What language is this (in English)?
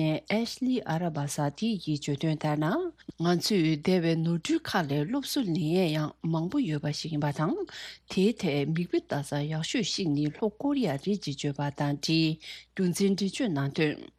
Tibetan